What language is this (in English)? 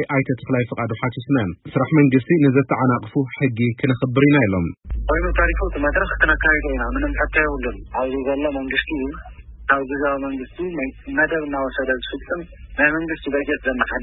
Tigrinya